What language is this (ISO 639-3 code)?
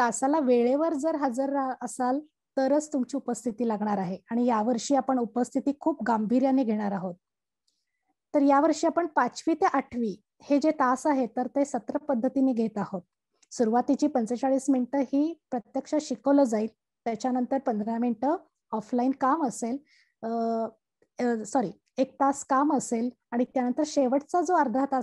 mar